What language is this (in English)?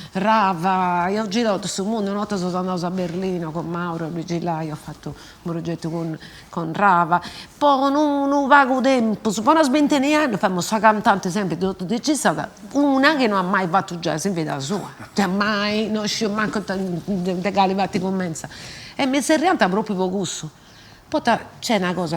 Sardinian